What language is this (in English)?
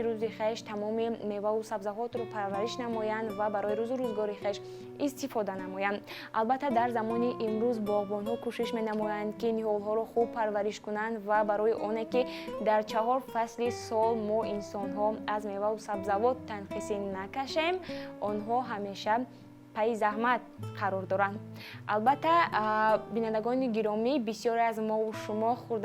Tajik